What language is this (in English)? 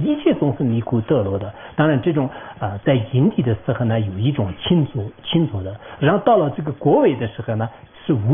Chinese